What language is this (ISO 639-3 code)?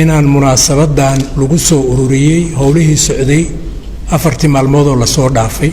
som